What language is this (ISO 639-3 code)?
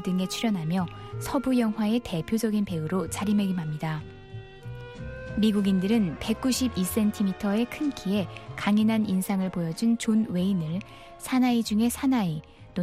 kor